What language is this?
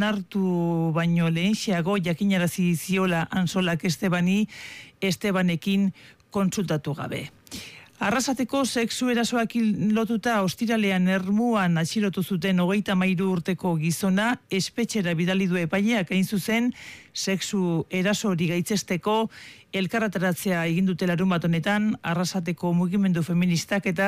Basque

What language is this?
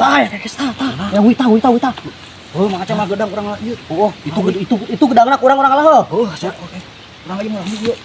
Sundanese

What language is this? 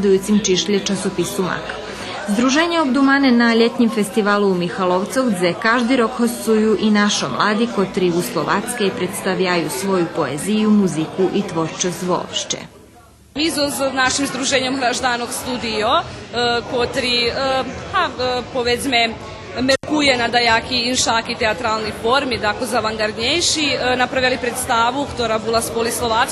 Rusyn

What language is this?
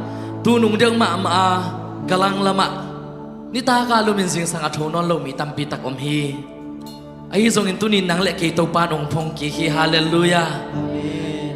Tedim Chin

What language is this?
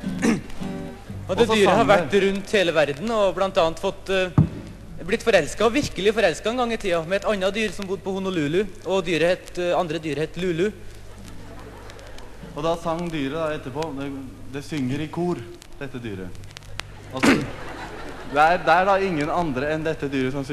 Norwegian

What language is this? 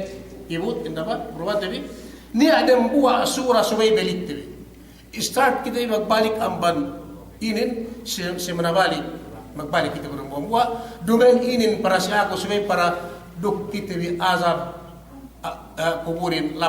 Yakan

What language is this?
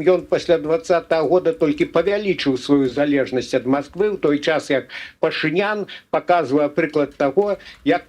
Belarusian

